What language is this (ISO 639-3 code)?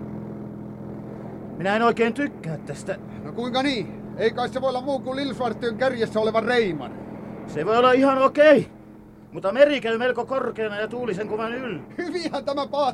fin